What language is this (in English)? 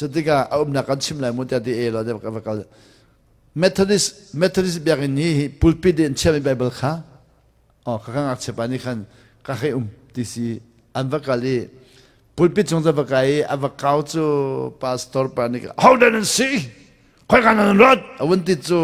Hakha Chin